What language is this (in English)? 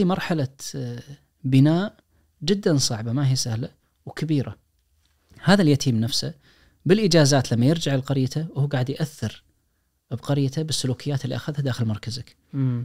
Najdi Arabic